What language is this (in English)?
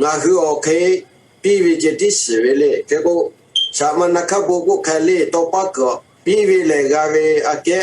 Lahu